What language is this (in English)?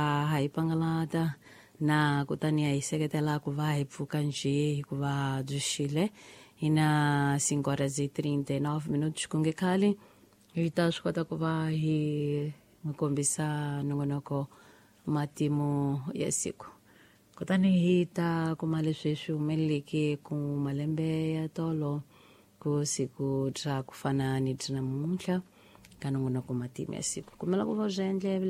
Tsonga